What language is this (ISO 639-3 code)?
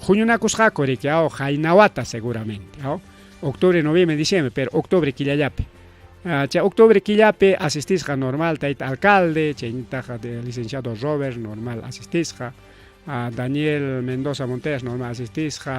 quy